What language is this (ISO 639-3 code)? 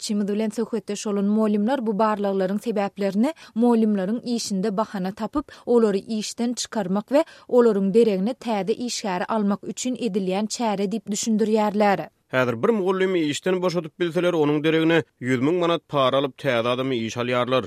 tuk